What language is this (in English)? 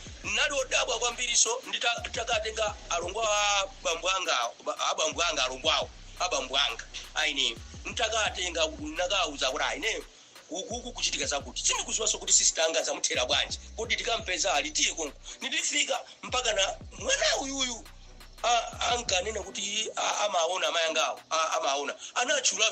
Nyanja